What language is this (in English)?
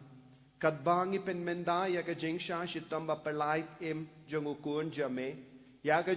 Khasi